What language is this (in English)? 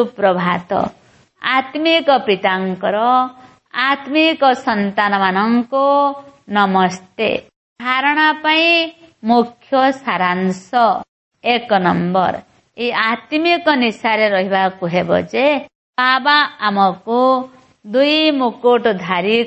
Odia